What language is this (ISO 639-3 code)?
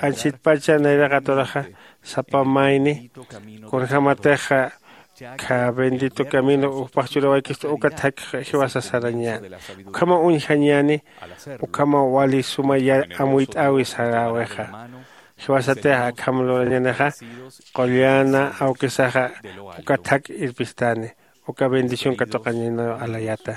aym